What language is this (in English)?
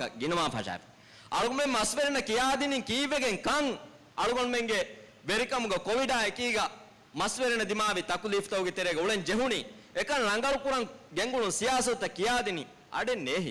Divehi